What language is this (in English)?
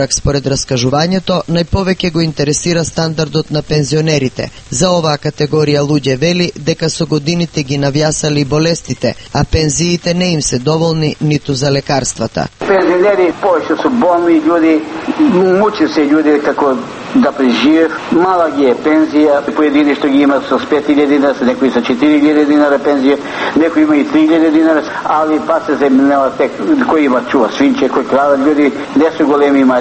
Macedonian